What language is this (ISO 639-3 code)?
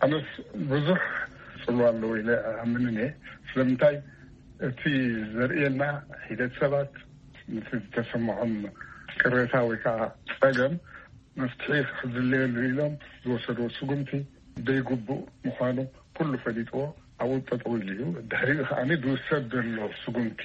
tir